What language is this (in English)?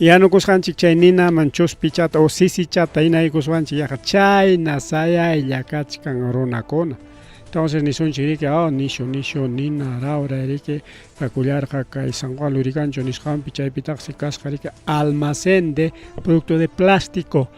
Ayacucho Quechua